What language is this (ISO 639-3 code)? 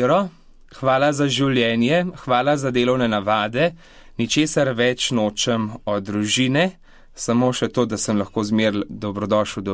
slv